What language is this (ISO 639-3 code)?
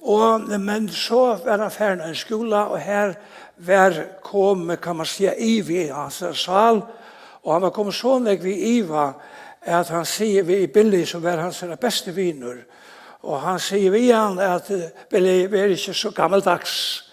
fao